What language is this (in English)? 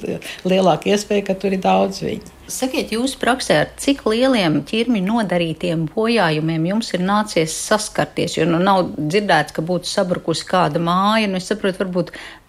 Latvian